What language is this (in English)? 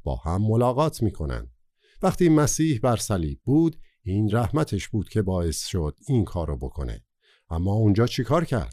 Persian